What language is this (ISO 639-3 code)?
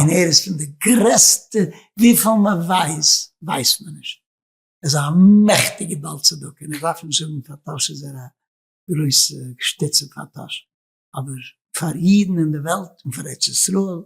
yid